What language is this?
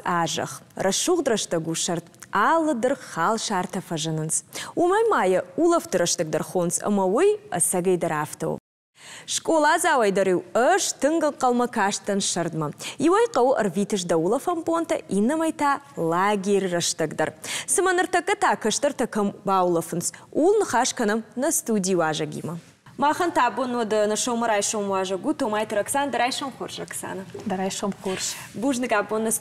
Ossetic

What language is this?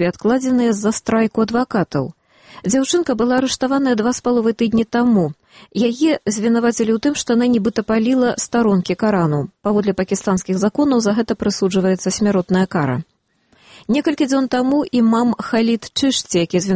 Belarusian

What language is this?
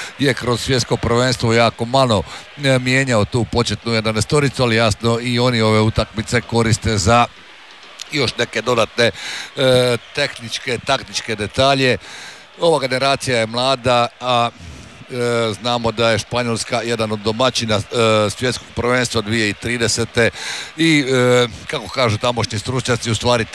Croatian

